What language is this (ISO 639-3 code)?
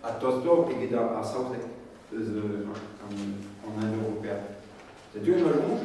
bre